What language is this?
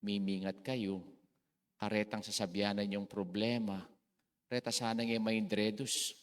Pampanga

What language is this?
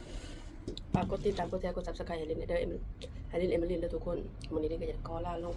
Lao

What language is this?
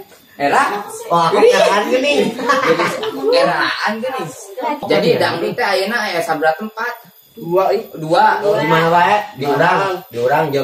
Sundanese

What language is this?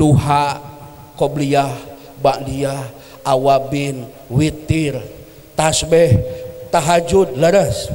Sundanese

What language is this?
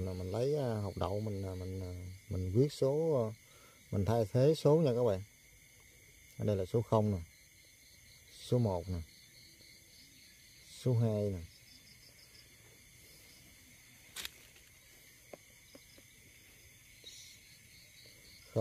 Vietnamese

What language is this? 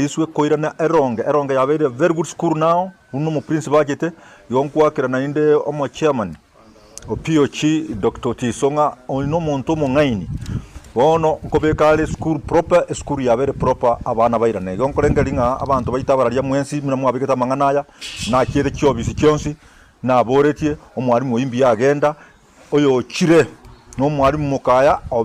Gusii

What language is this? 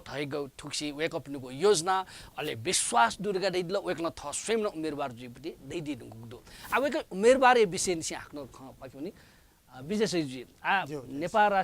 Newari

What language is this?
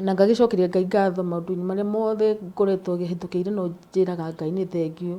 Kikuyu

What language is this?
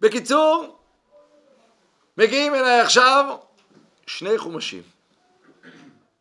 Hebrew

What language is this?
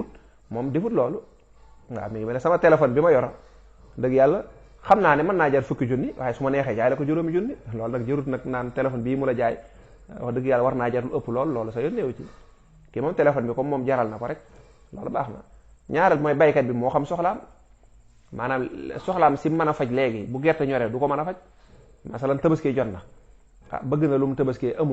Wolof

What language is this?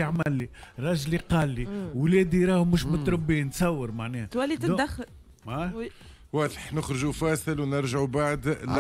Tunisian Arabic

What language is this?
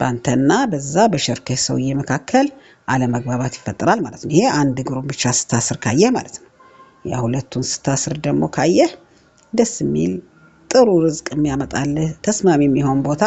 Amharic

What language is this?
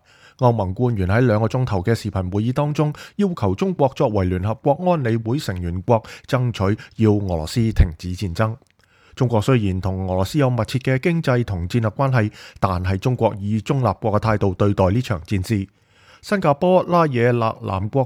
Cantonese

